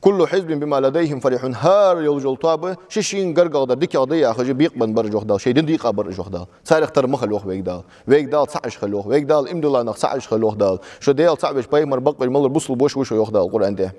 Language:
Ingush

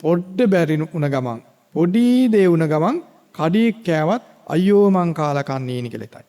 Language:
Sinhala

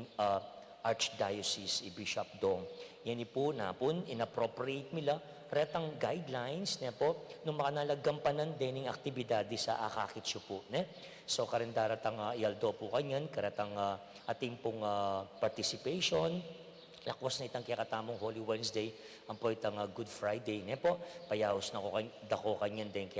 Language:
Pampanga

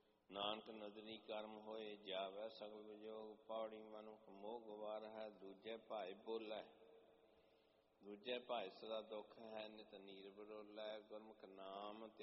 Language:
Punjabi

